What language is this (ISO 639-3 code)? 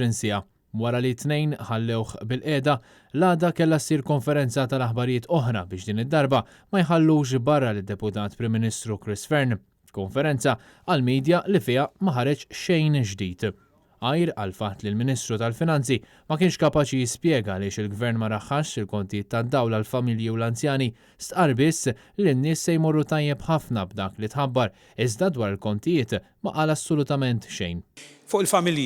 mlt